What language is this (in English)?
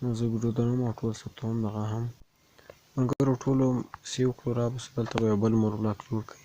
Pashto